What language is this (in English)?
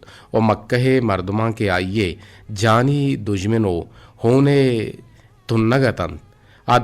Eastern Balochi